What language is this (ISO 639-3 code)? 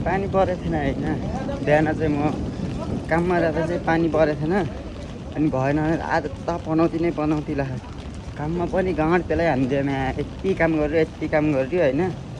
nep